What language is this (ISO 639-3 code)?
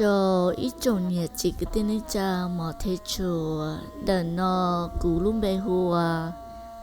hmn